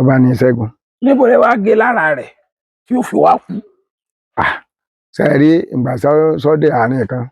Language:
Yoruba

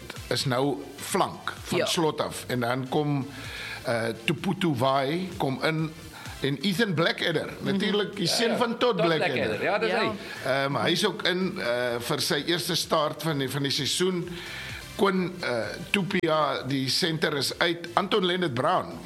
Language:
Afrikaans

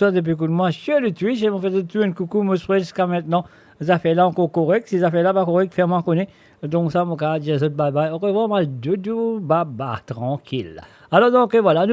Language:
Morisyen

